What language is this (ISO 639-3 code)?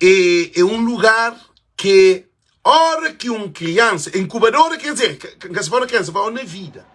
kea